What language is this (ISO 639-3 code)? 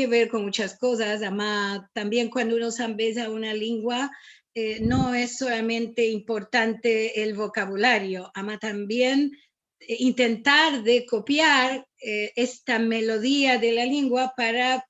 lad